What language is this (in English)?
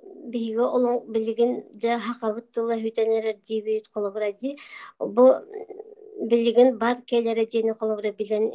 Yakut